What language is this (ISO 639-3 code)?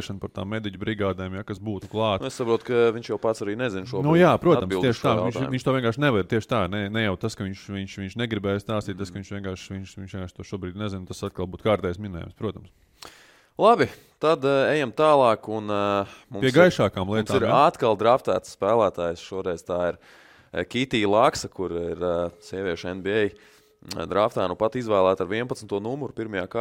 lav